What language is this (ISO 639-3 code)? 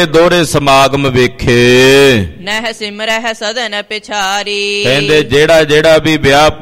pan